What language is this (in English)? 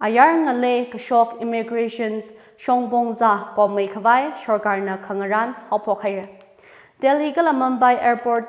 Tangkhul Naga (India)